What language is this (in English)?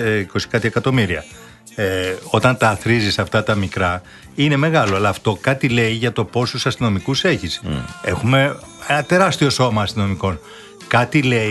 Greek